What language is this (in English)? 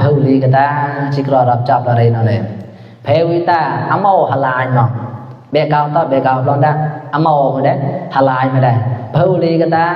Mon